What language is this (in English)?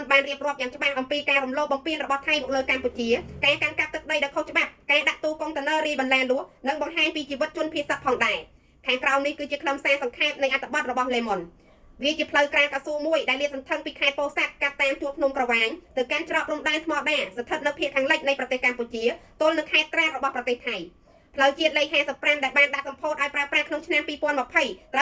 Khmer